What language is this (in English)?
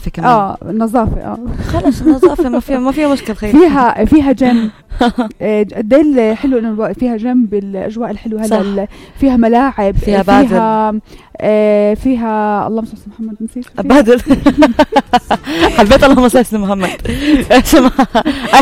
North Levantine Arabic